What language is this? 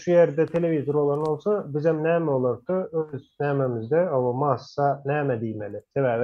Turkmen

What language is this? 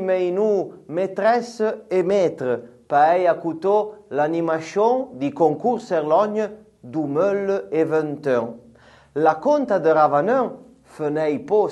Arpitan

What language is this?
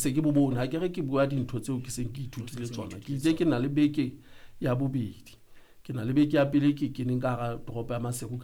Southern Sotho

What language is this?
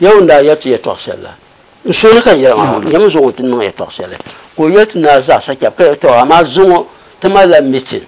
Dagbani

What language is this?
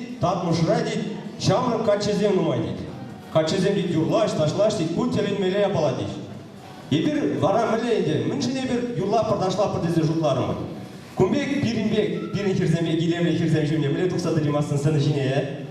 Chuvash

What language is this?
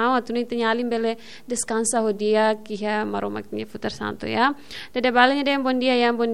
Tetum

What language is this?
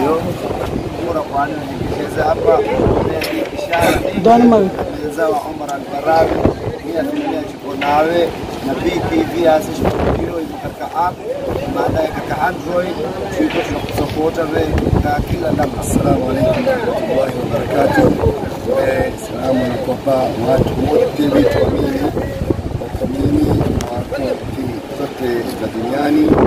Swahili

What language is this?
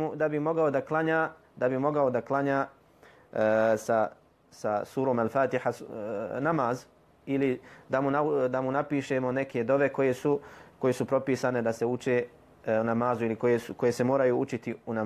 Bosnian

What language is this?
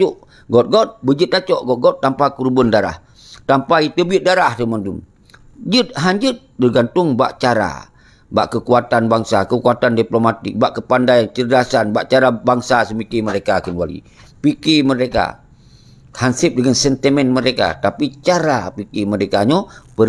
Achinese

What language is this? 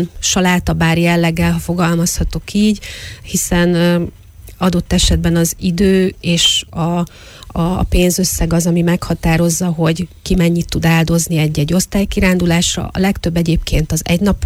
Hungarian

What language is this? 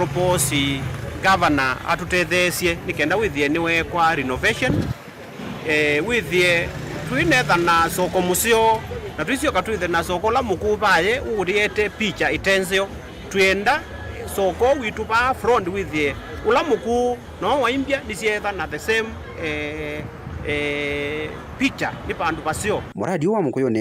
Kamba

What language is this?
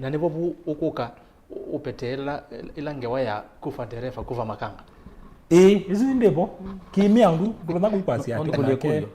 Kamba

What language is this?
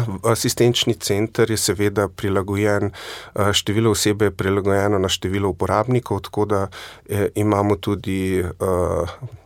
Slovenian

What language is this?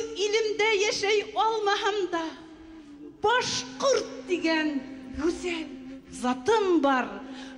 Bashkir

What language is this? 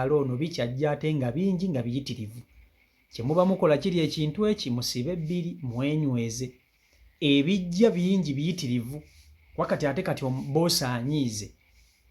Ganda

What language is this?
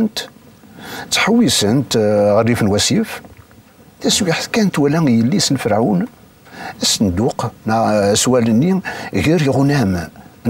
Kabyle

